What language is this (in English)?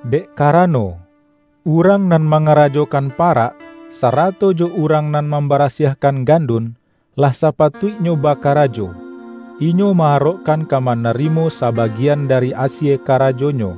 Minangkabau